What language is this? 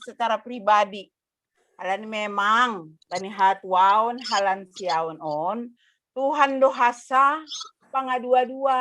Batak Simalungun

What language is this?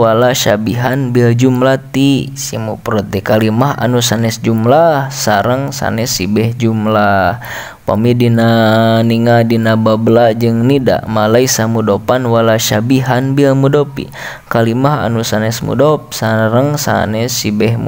Sundanese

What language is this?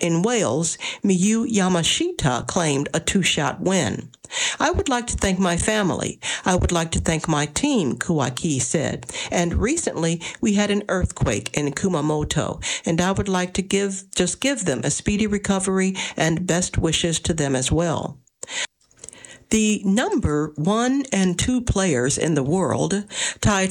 English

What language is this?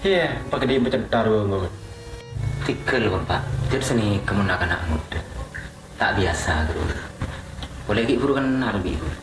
Madurese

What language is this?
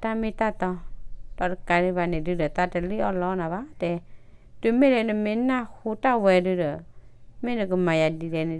S'gaw Karen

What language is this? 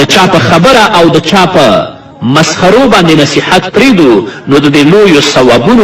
Pashto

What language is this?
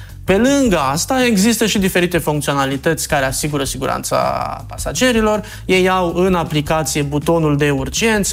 Romanian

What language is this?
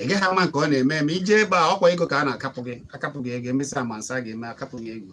Igbo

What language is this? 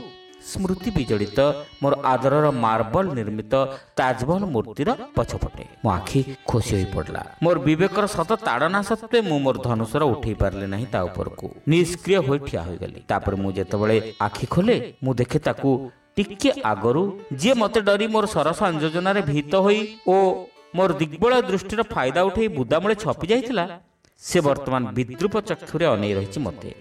Odia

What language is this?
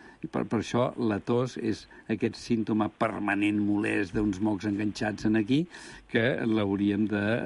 Catalan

